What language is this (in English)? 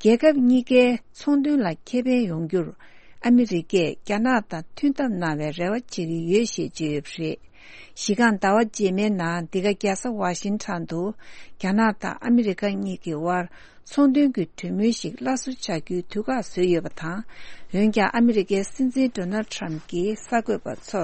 Tibetan